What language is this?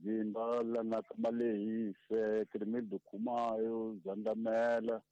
Tsonga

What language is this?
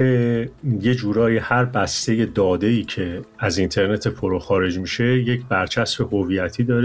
Persian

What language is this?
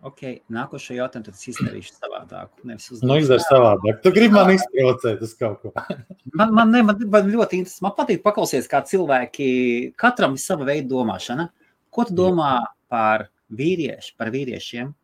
Latvian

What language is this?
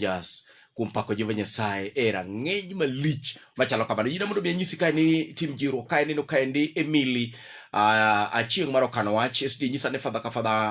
Luo (Kenya and Tanzania)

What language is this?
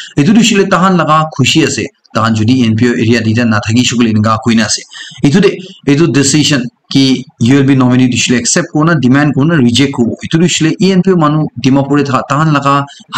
Naga Pidgin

